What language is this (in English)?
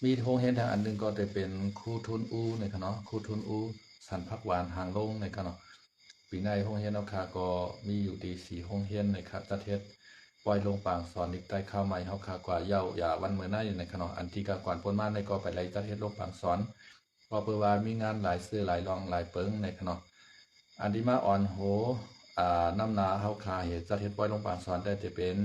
Shan